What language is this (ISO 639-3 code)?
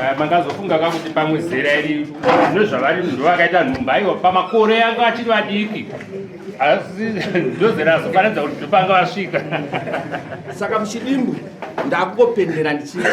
sna